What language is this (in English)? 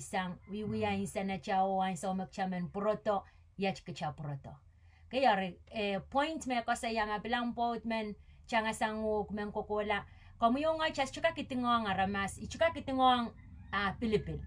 Pohnpeian